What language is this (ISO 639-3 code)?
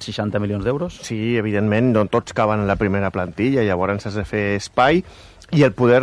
cat